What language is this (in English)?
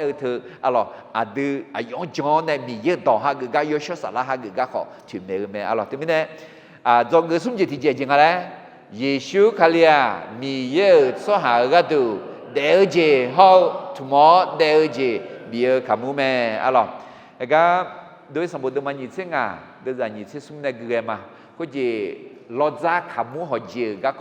Akha